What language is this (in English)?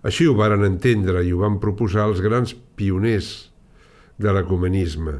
Catalan